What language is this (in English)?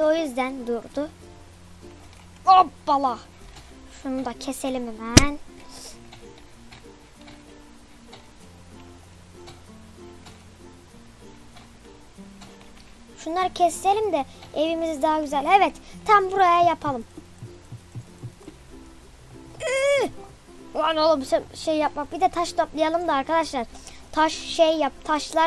Turkish